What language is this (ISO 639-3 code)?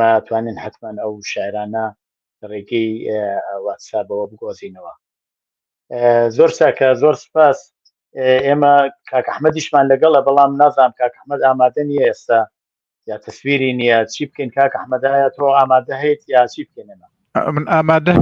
ckb